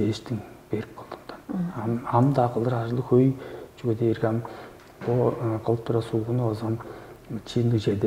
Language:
Tuvinian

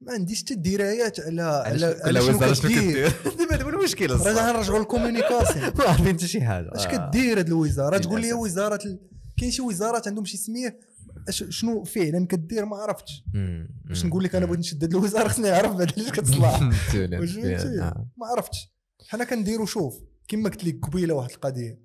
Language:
Moroccan Arabic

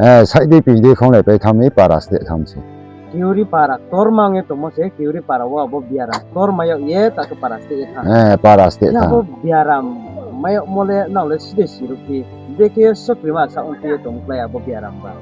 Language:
Riang (India)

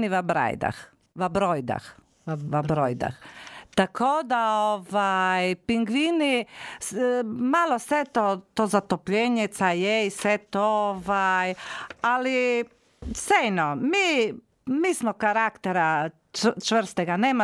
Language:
Croatian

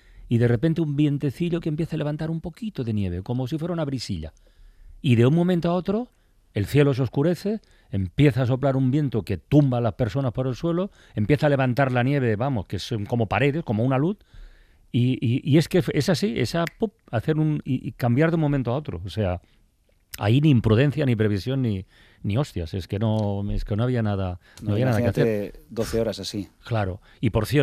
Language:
Spanish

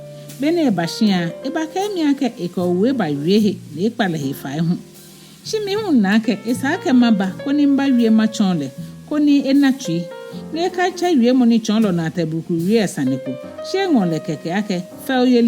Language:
Ga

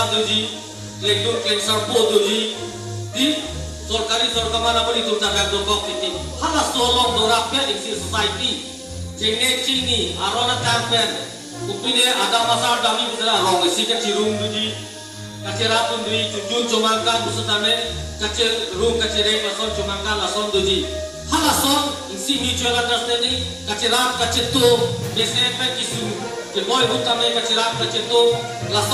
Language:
Karbi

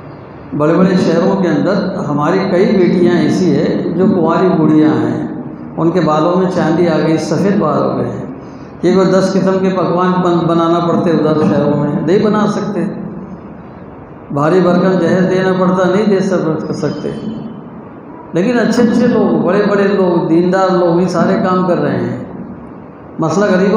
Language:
Urdu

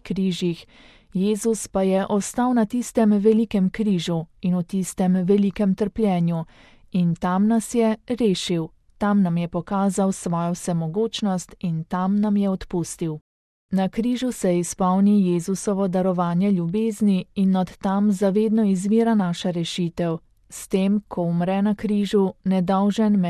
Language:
Slovenian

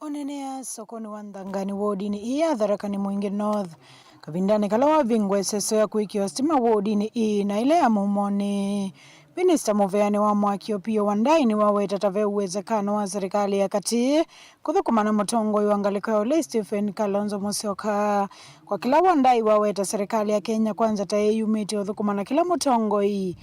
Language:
Kamba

